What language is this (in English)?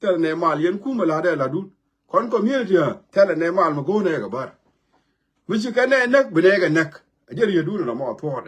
Nuer